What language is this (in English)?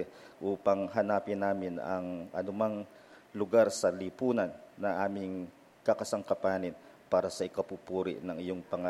Filipino